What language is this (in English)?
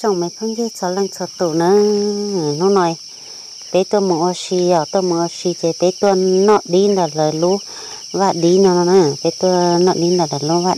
Hmong